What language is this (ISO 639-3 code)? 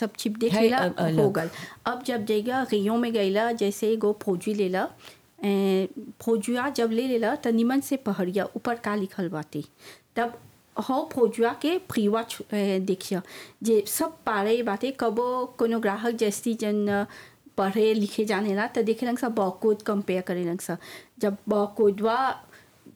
bho